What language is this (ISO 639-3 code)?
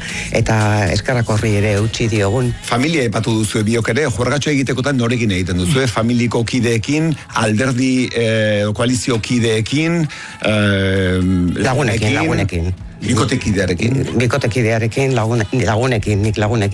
eus